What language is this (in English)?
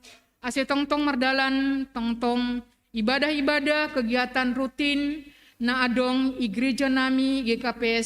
Batak Simalungun